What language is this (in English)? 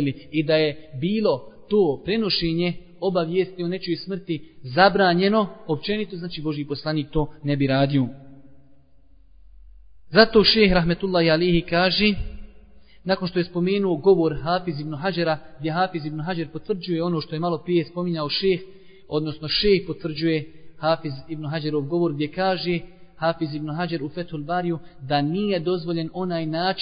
Bosnian